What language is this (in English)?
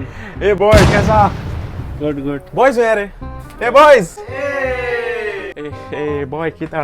Konkani